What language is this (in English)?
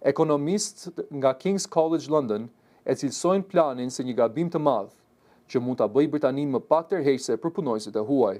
Albanian